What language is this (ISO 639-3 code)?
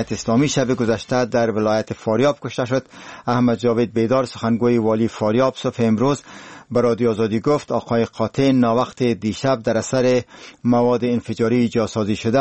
fas